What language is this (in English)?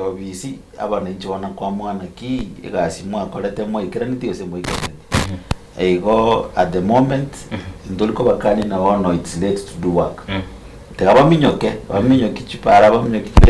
Gusii